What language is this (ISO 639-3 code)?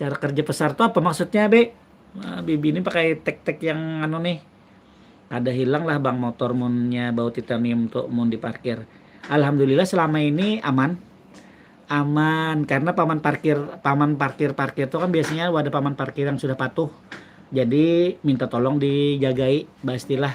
bjn